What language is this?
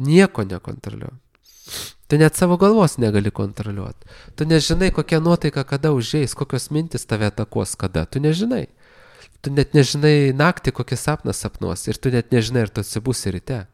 Lithuanian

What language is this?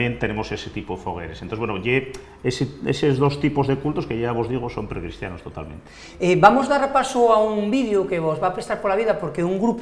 Asturian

